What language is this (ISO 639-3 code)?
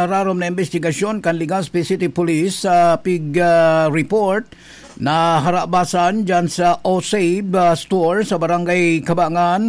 bik